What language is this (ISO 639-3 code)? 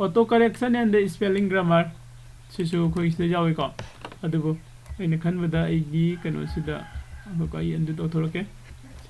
mni